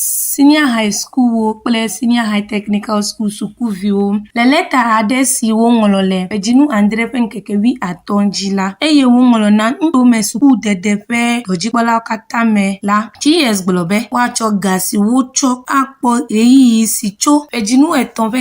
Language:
Ewe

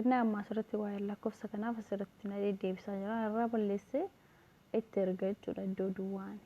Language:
Oromo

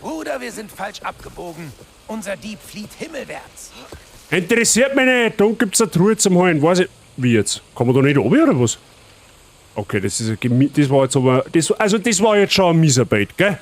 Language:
Bavarian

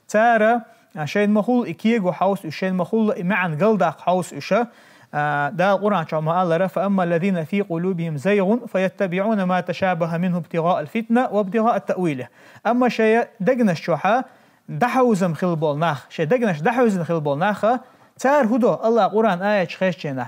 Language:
Chechen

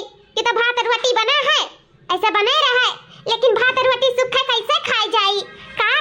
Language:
Awadhi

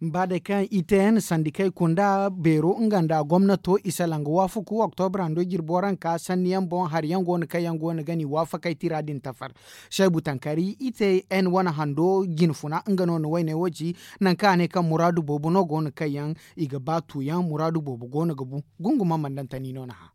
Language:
Zarma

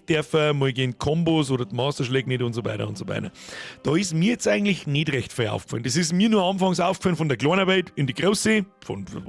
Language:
Bavarian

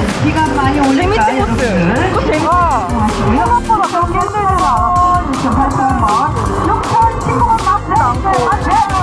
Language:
Korean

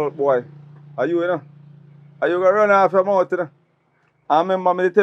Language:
Jamaican Creole English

